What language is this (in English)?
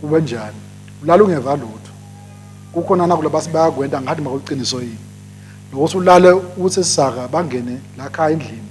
Swati